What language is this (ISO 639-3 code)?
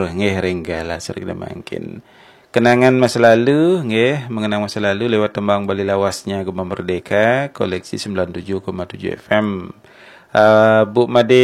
ban